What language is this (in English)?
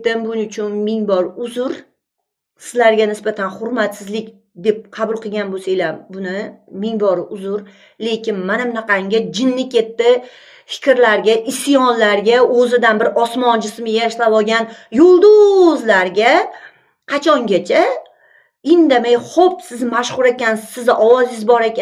Uzbek